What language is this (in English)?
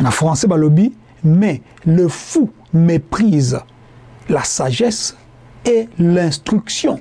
Lingala